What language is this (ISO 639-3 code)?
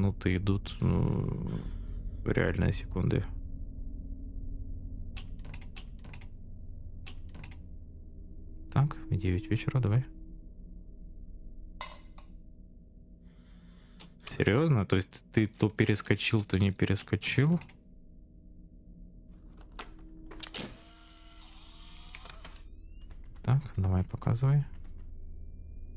rus